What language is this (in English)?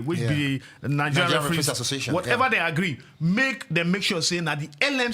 Nigerian Pidgin